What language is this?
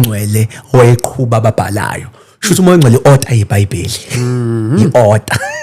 Zulu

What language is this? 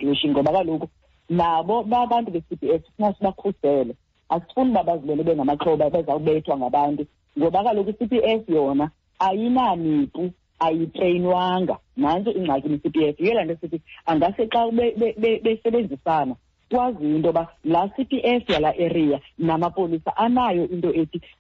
Xhosa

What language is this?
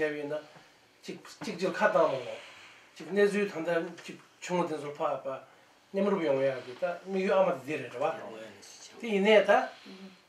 Tibetan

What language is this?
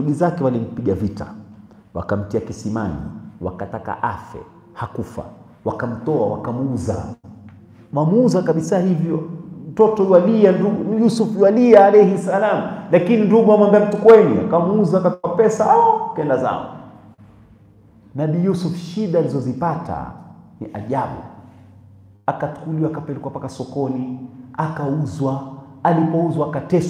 Swahili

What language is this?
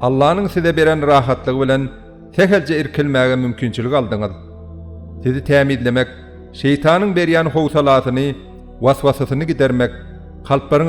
Turkmen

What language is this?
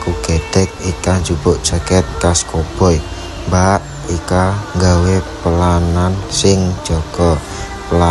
Javanese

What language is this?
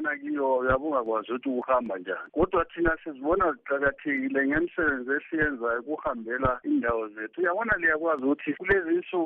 North Ndebele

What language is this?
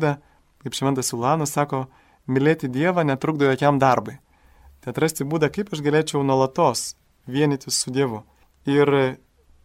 Lithuanian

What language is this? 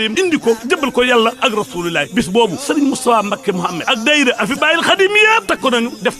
Wolof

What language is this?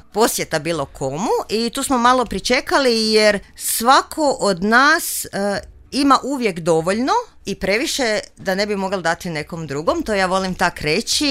Serbian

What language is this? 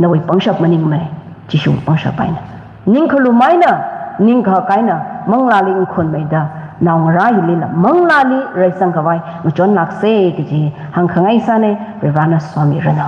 Tangkhul Naga (India)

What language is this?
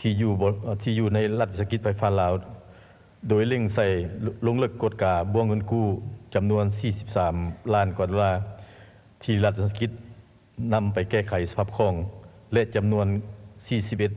Lao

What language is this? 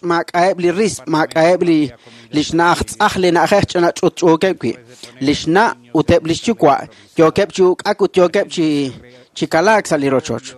Kekchí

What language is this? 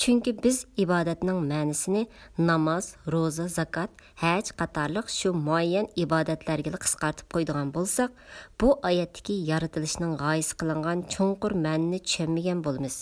Uyghur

